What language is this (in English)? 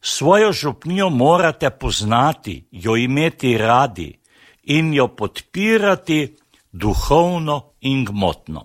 Slovenian